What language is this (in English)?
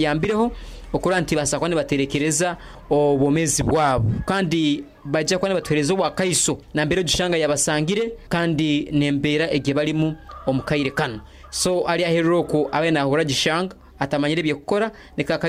Nyoro